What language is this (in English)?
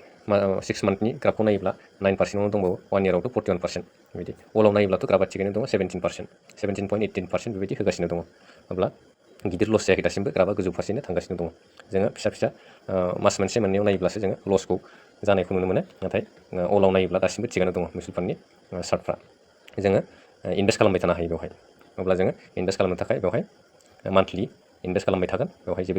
Bodo